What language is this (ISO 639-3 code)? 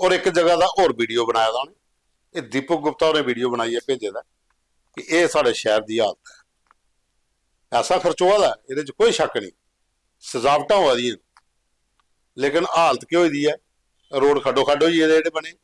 doi